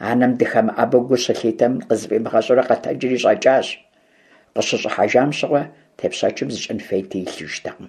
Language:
Kabardian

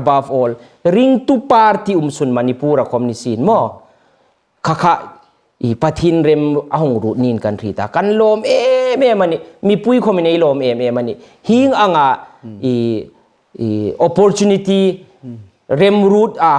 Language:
Hmar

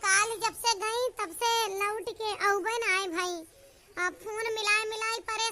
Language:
Awadhi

